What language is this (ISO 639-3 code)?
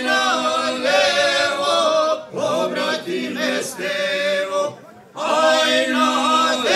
hrv